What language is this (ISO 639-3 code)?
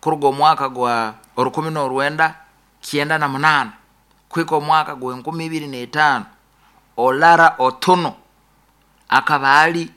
nyo